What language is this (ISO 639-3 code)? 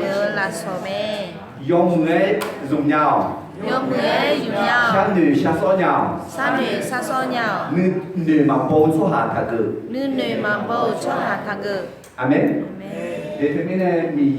ahk